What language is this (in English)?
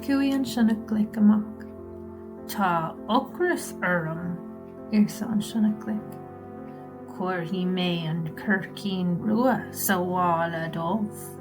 Irish